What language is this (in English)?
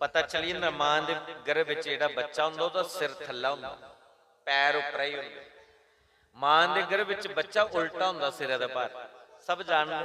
Dogri